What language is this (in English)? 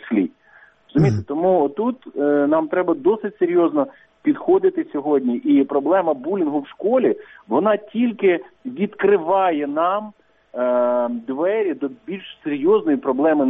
Ukrainian